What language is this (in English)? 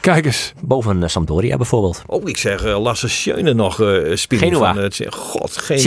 Western Frisian